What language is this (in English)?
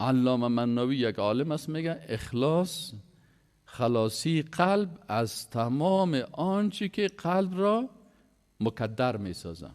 Persian